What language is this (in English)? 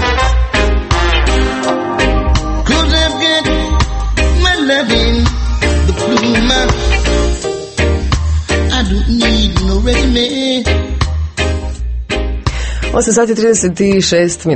Croatian